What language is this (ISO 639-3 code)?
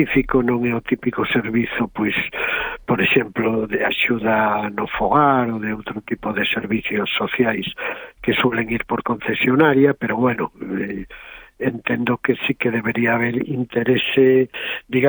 glg